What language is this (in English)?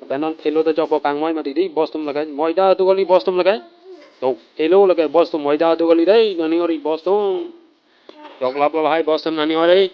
Karbi